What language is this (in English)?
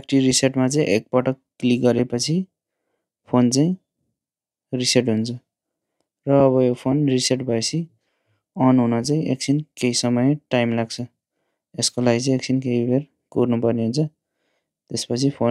Nepali